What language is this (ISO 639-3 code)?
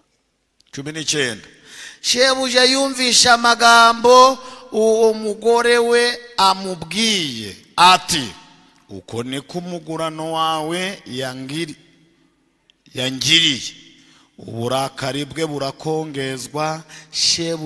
kin